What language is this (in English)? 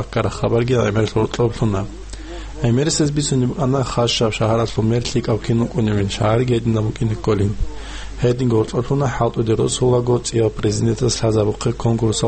Avaric